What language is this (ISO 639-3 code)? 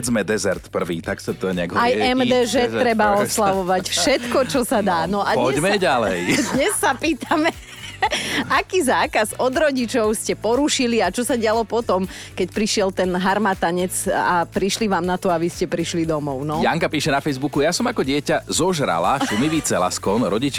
slk